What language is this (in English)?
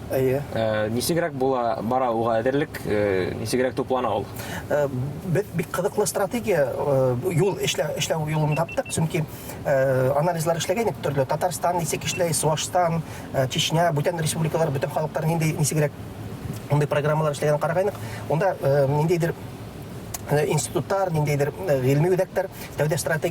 Bashkir